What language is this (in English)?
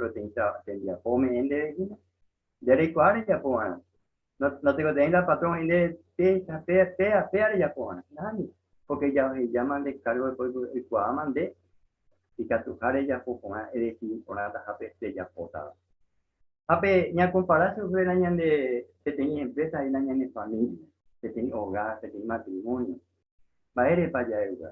Guarani